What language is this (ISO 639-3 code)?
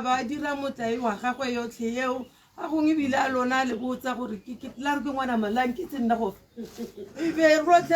tsn